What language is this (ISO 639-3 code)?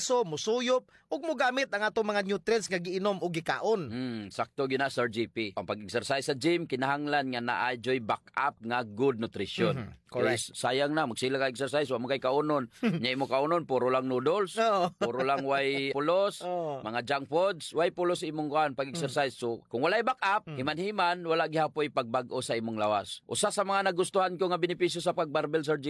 ceb